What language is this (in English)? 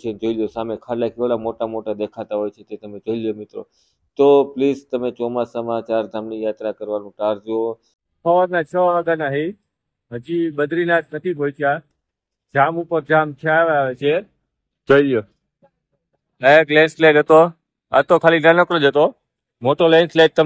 Gujarati